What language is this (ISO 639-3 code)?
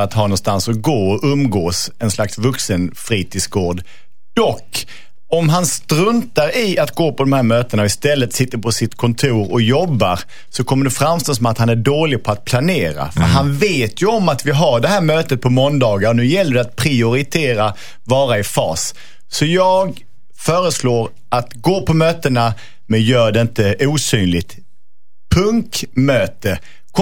swe